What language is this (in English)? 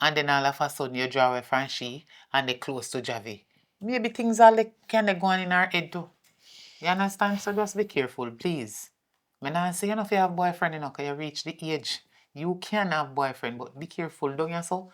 Jamaican Creole English